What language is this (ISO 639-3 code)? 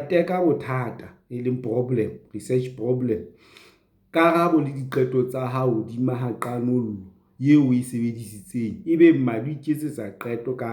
sot